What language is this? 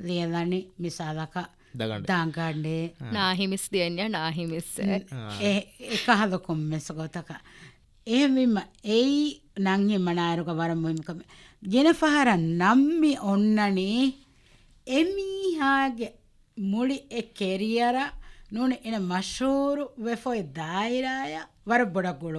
Divehi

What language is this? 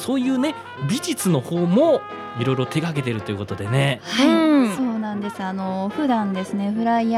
Japanese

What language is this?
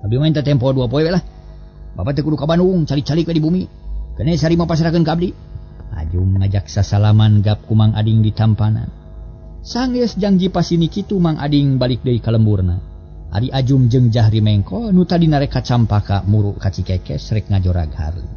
Sundanese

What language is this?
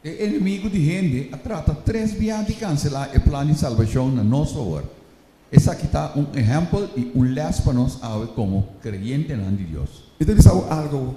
Papiamento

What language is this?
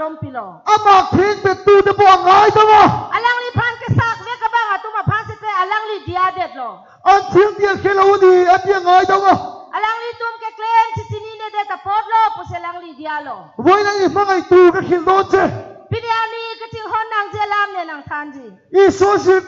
Karbi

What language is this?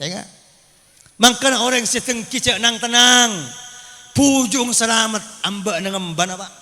Madurese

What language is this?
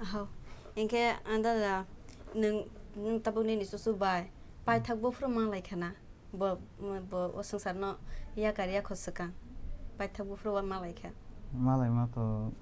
Kok Borok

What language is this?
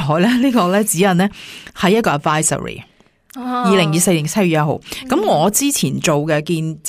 Cantonese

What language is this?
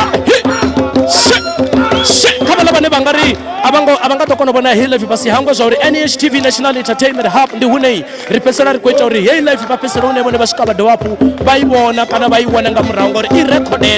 Venda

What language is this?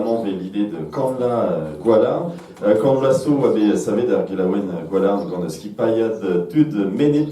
Breton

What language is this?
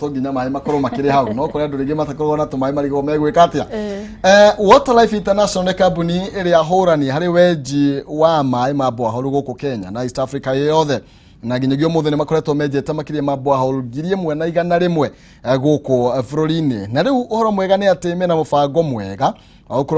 Kikuyu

